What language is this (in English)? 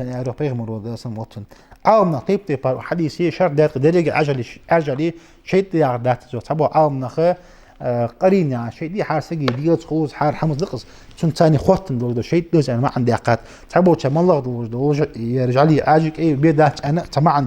Ingush